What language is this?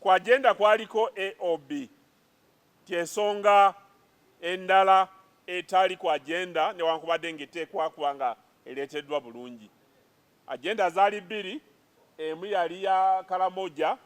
Ganda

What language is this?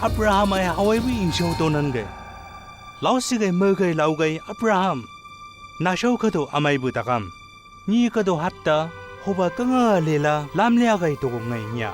Chang Naga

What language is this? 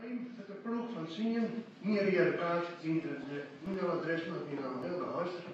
Western Frisian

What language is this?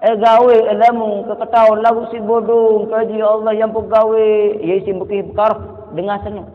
Sasak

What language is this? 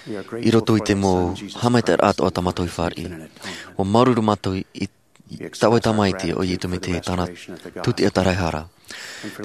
Tahitian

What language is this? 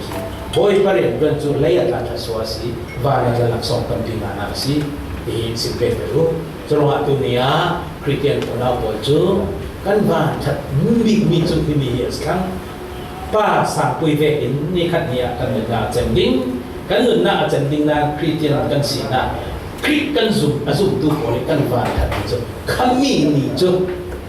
Falam Chin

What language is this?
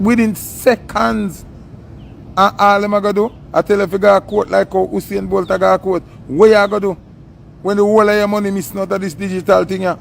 Jamaican Creole English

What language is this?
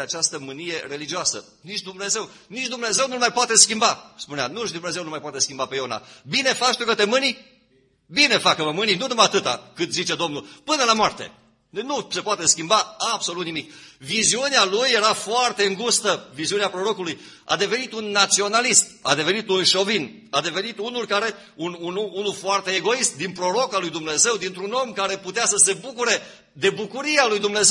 Romanian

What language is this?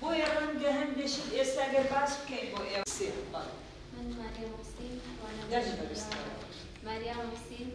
Central Kurdish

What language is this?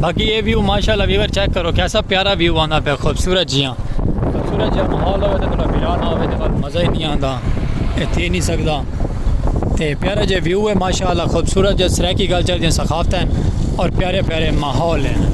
Saraiki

